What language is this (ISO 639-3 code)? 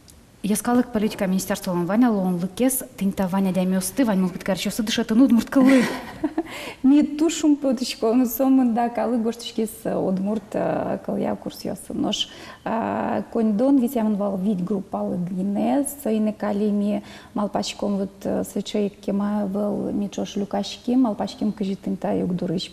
udm